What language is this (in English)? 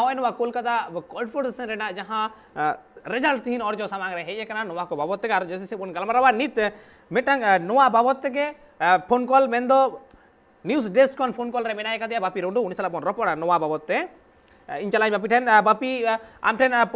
Santali